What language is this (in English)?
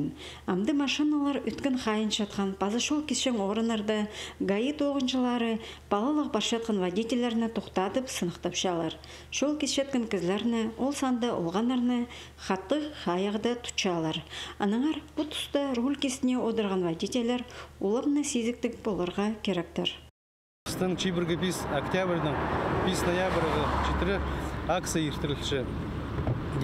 Khakas